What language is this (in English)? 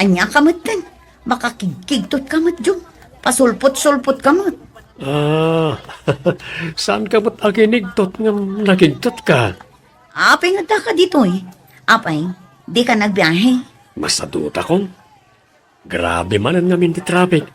Iloko